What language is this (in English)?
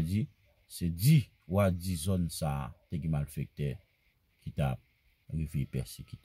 Haitian Creole